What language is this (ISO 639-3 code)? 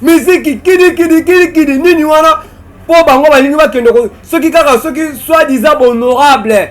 lin